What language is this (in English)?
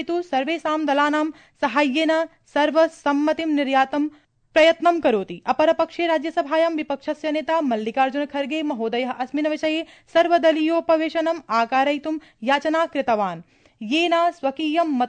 Sanskrit